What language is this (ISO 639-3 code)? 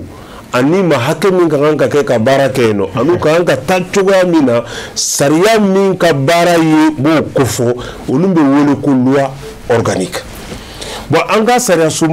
bam